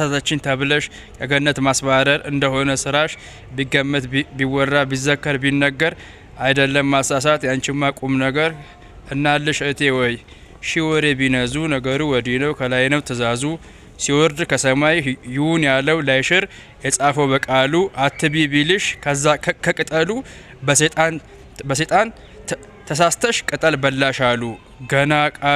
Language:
Amharic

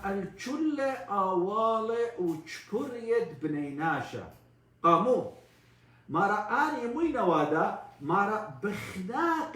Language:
Assyrian Neo-Aramaic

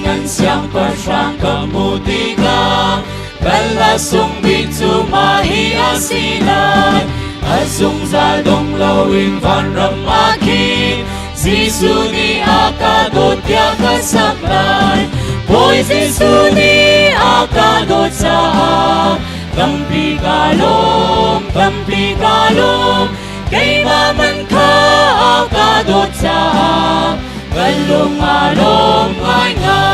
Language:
Hakha Chin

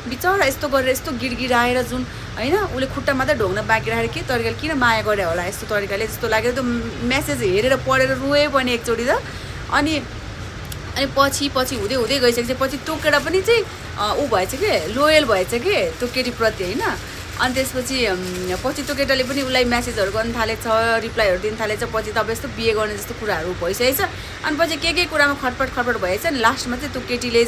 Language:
Nepali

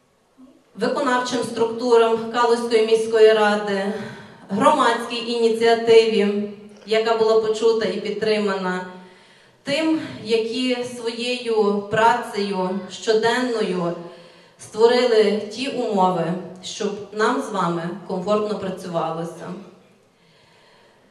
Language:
Ukrainian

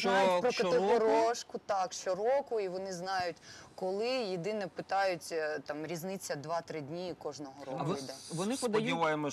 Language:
Ukrainian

